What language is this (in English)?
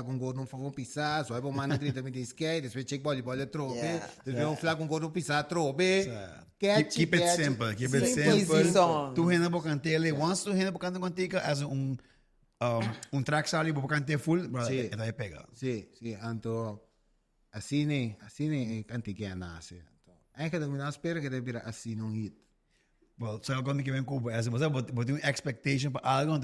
Papiamento